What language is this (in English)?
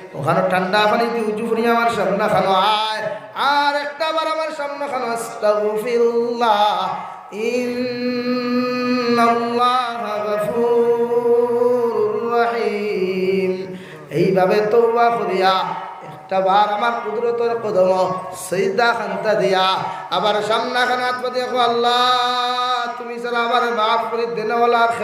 Sylheti